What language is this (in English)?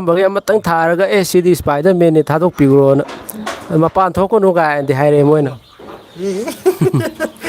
Manipuri